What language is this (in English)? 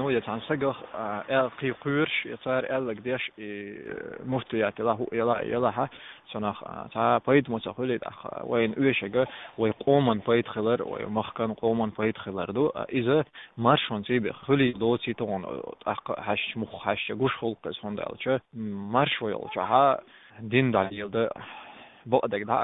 Chechen